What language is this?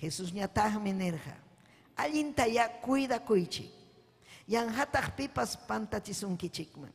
Ayacucho Quechua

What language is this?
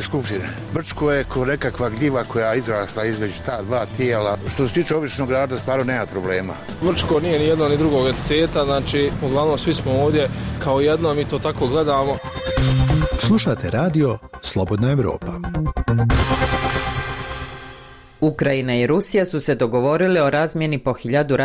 Bosnian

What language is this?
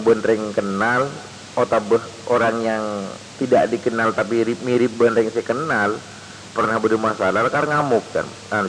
Madurese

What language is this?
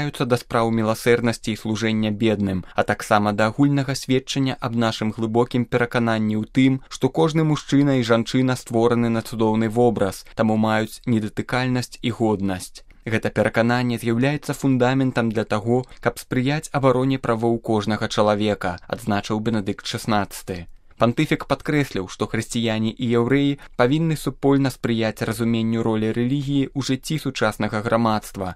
Belarusian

